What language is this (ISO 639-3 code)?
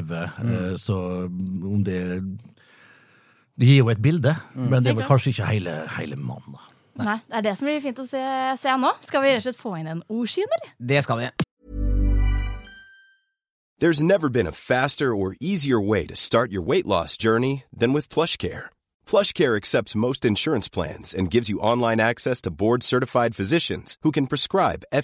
nor